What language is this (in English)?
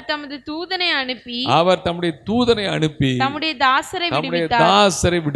Tamil